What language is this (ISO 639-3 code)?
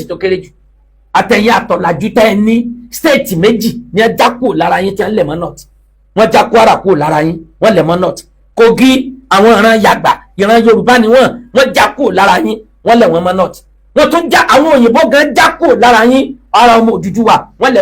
yor